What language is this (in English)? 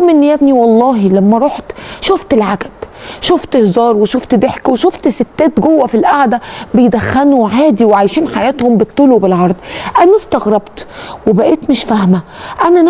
Egyptian Arabic